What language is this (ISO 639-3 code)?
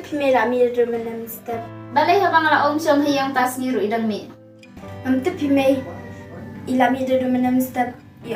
kha